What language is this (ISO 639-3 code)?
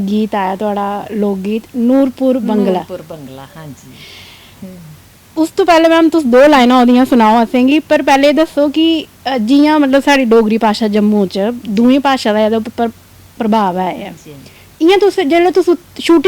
doi